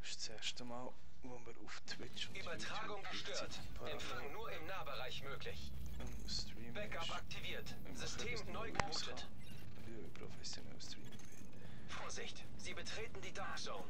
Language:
Swiss German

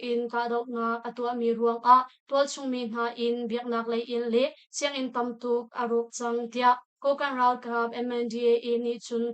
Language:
Hakha Chin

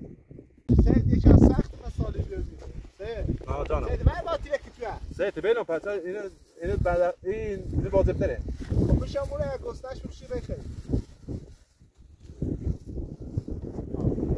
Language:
Persian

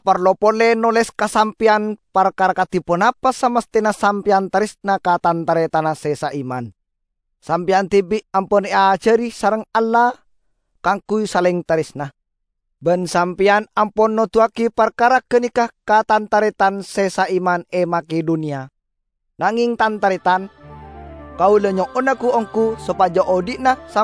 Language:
Madurese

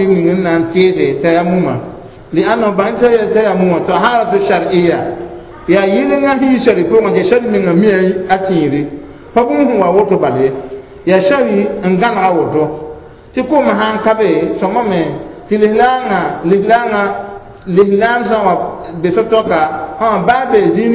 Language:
Mossi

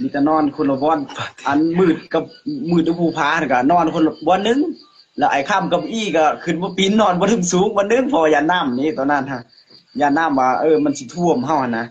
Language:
Northeastern Thai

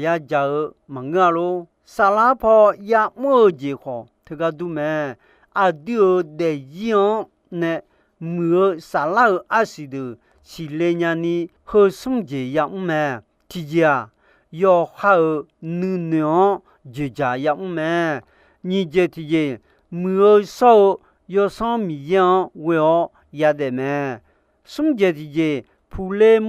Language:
Akha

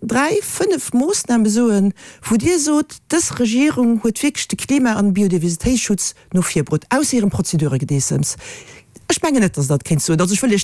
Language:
Luxembourgish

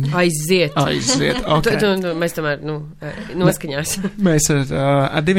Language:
Latvian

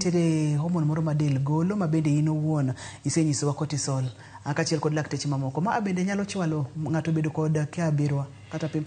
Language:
Luo (Kenya and Tanzania)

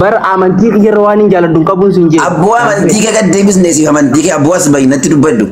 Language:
Oromo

